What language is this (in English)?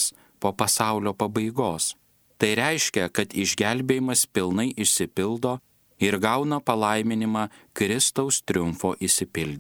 Lithuanian